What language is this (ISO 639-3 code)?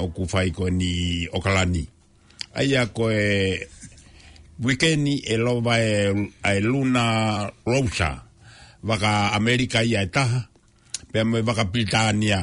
ton